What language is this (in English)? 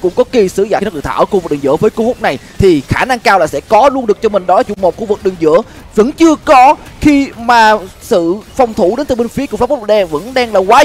Vietnamese